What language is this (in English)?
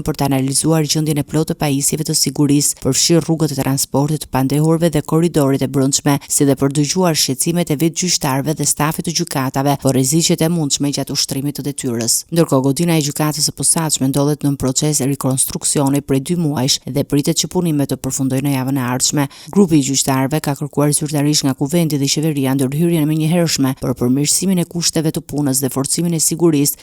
Albanian